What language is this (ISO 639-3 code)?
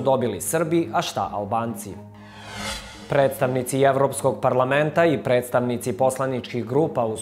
srp